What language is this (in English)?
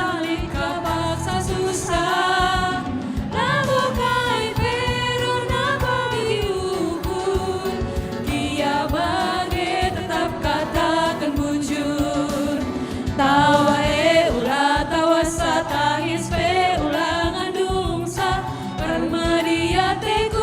Batak Karo